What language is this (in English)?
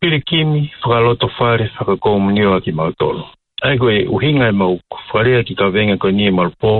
Tongan